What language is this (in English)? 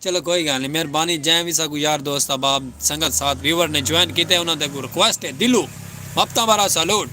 Saraiki